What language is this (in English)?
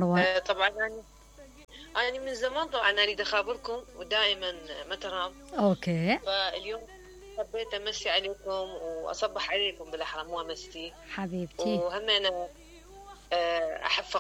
Mesopotamian Arabic